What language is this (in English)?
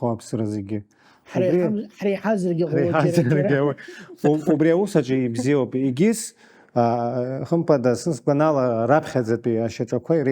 Abkhazian